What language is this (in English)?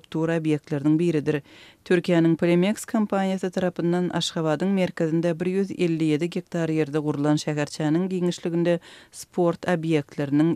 Turkmen